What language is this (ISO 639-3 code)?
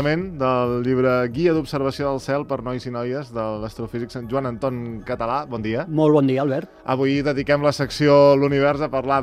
cat